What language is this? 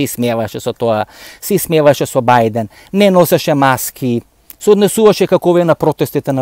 Macedonian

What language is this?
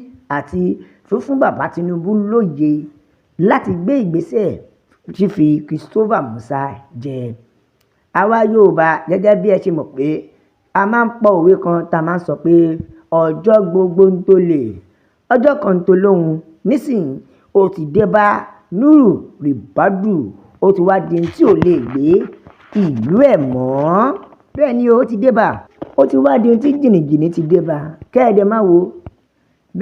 Yoruba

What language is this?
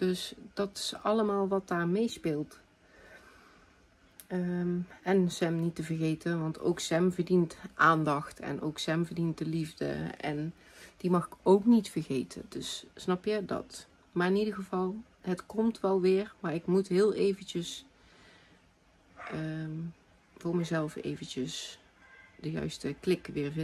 Dutch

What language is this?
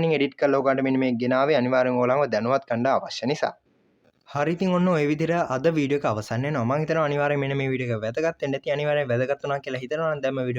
Sinhala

